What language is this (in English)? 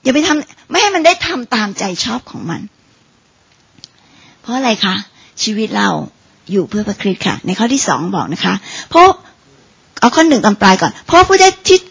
Thai